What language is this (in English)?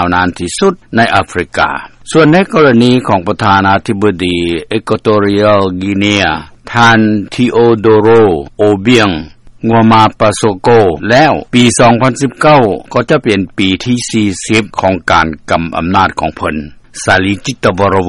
Lao